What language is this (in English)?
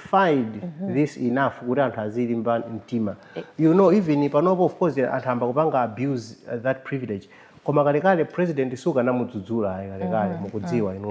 Nyanja